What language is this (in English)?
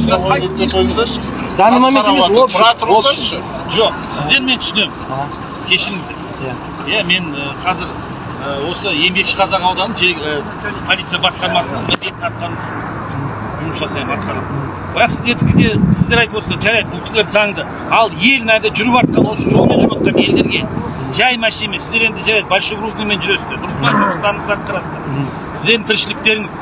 Kazakh